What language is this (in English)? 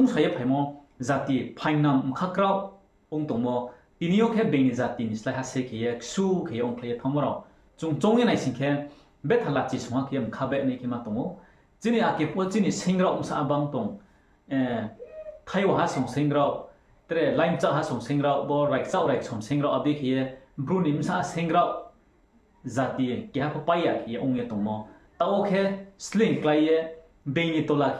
Riang (India)